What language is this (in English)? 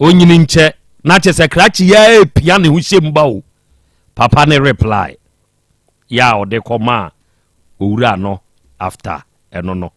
Akan